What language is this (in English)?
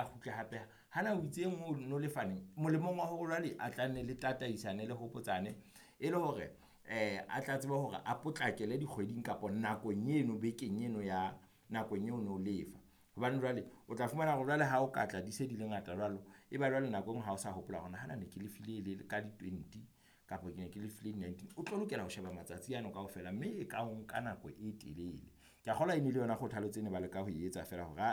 Southern Sotho